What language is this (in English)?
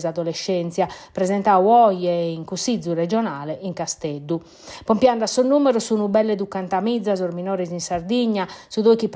Sardinian